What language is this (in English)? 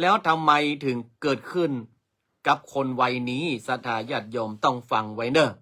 Northern Thai